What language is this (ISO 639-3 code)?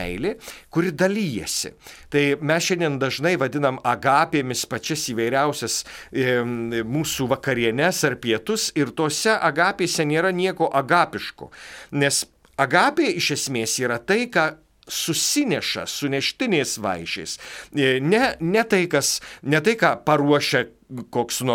lit